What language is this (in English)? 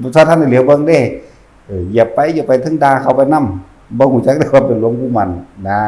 Northeastern Thai